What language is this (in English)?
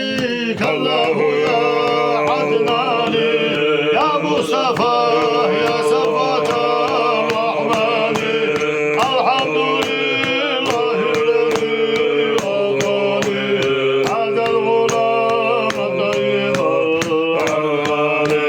Chechen